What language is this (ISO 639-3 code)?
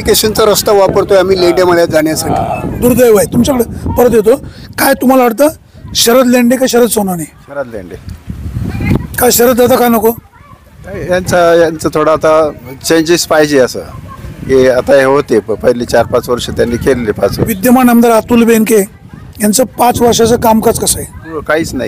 mar